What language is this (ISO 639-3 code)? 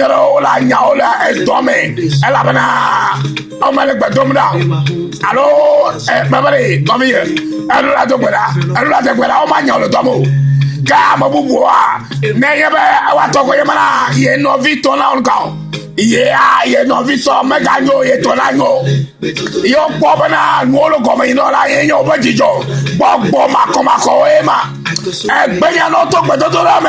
ewe